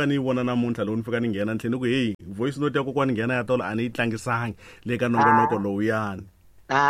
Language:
Tsonga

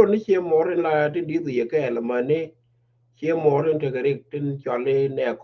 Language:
Nuer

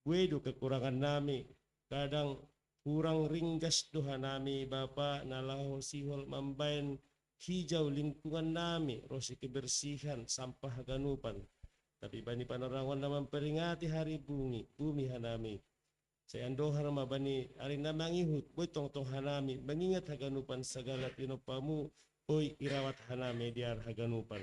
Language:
Batak Simalungun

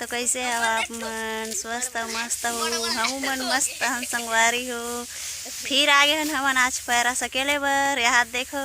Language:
Chhattisgarhi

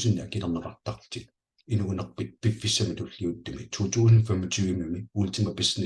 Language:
Kalaallisut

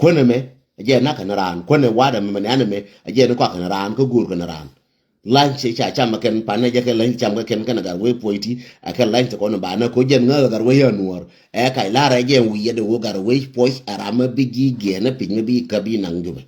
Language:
Nuer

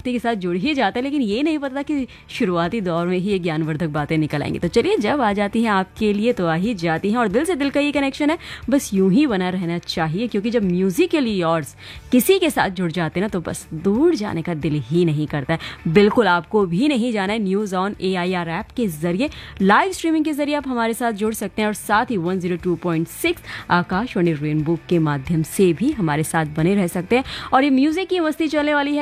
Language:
Hindi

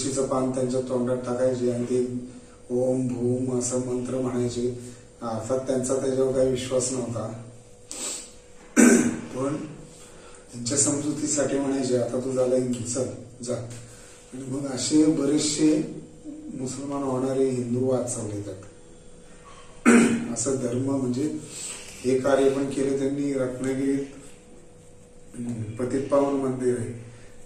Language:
Marathi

